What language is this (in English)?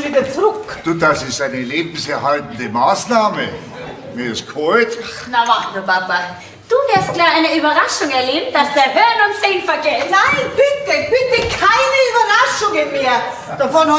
Bavarian